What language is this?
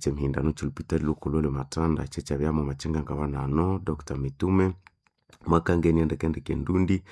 Nande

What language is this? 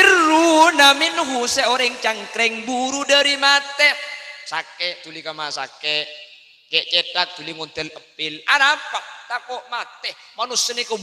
Madurese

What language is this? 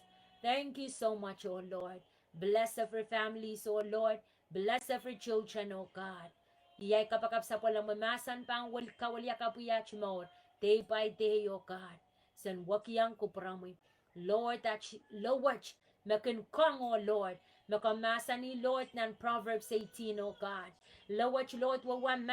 Pohnpeian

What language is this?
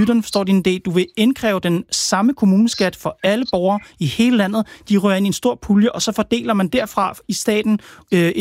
Danish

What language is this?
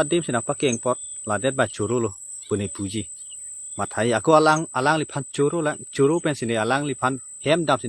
Karbi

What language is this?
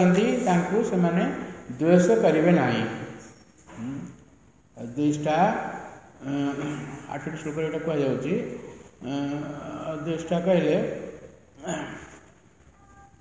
Odia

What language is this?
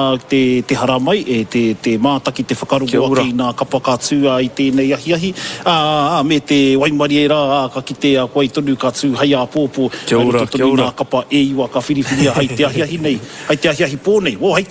Māori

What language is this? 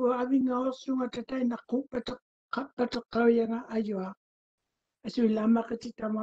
Māori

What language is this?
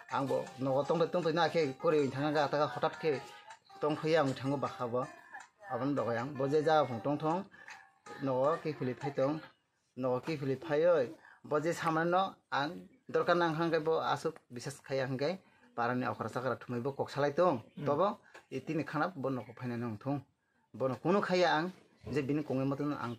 Kok Borok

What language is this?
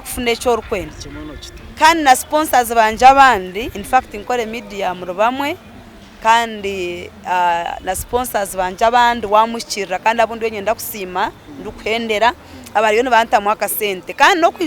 Nyankole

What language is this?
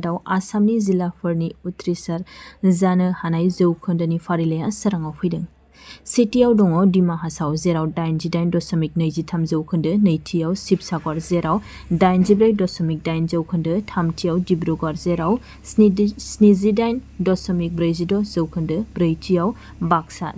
Bodo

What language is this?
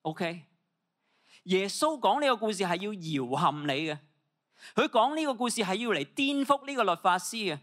Cantonese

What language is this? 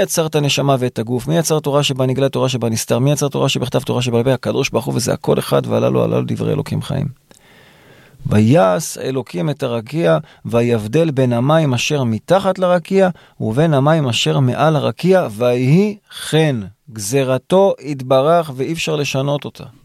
Hebrew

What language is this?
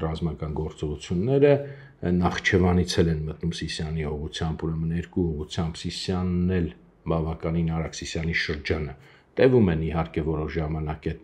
Armenian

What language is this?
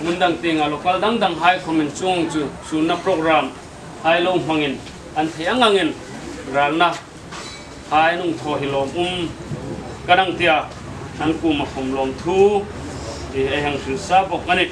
Hmar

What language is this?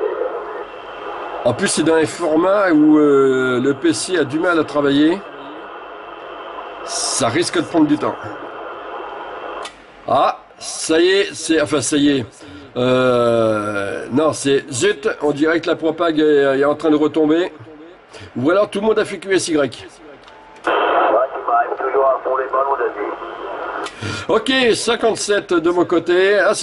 French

